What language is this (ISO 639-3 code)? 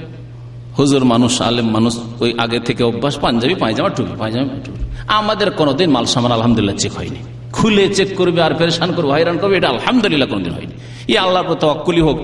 ben